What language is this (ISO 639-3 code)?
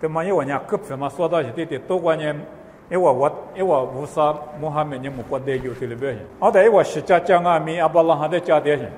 lis